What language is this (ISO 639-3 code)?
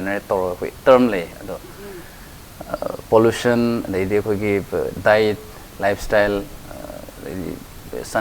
mni